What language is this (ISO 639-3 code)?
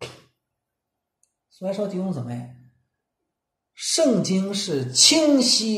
zho